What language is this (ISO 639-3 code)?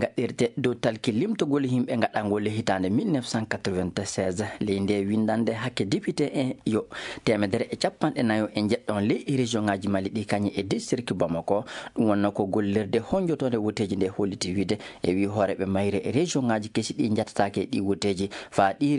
ful